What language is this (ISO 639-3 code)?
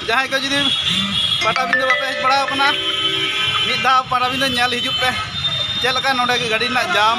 sat